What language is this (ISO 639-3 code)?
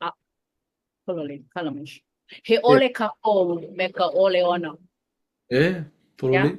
haw